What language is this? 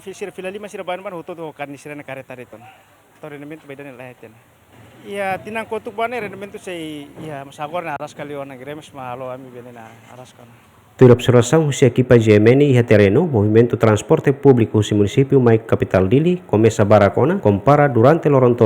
Tetum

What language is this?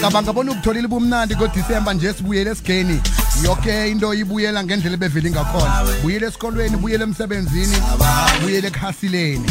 South Ndebele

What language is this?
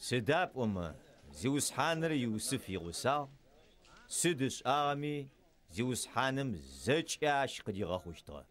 Adyghe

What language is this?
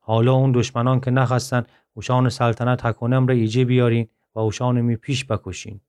Gilaki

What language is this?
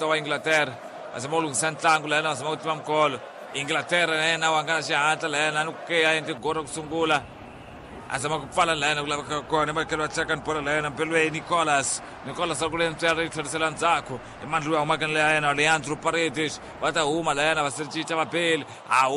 Tsonga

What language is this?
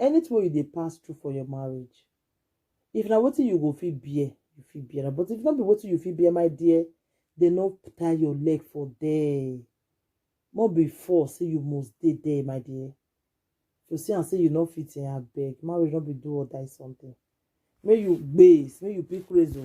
Nigerian Pidgin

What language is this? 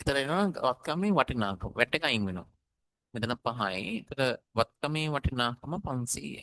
Sinhala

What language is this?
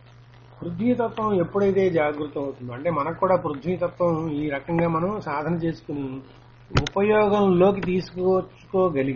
Telugu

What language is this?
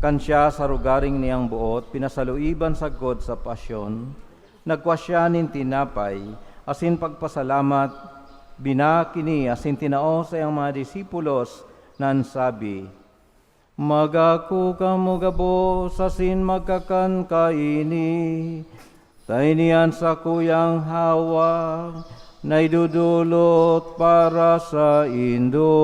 Bikol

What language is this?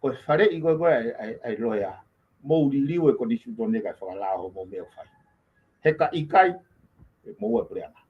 Tongan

